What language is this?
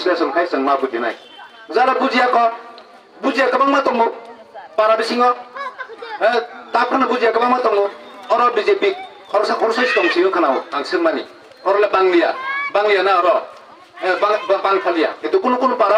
Kok Borok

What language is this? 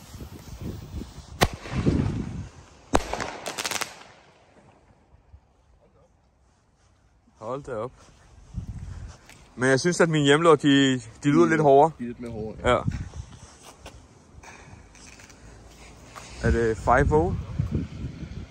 Danish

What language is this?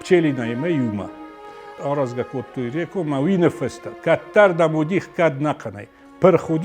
Ossetic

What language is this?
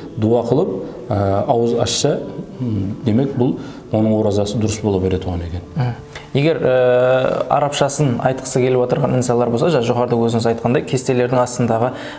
Kara-Kalpak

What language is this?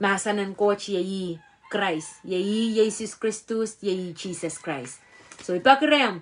Pohnpeian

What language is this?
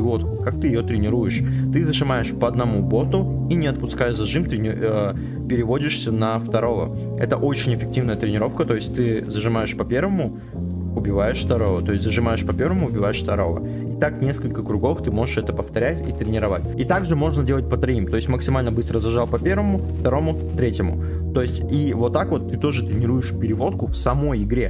Russian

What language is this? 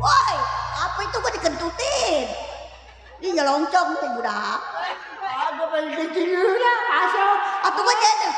Betawi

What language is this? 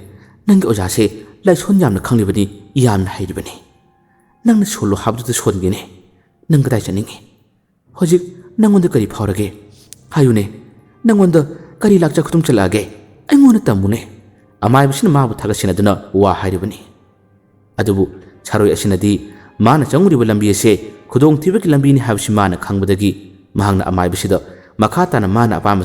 Manipuri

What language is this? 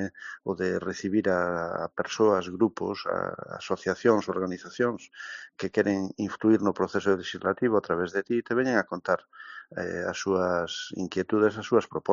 Galician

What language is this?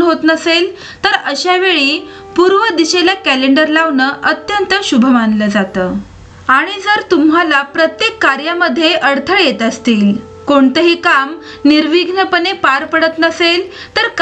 Marathi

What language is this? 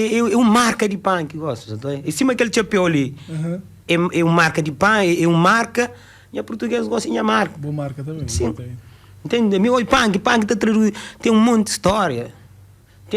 Kabuverdianu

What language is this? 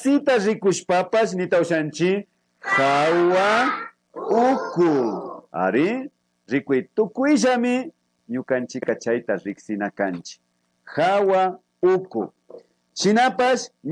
Imbabura Highland Quichua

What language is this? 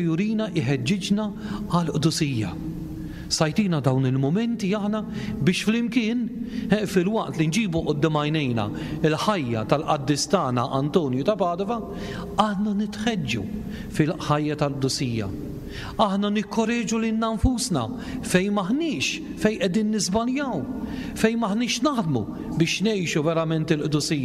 Maltese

